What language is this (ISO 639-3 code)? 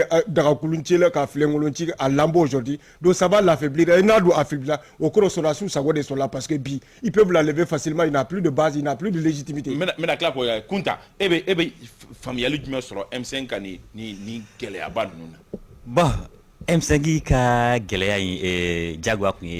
bam